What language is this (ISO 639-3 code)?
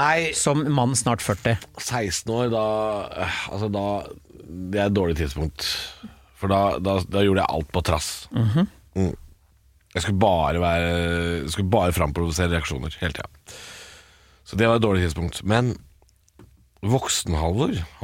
nor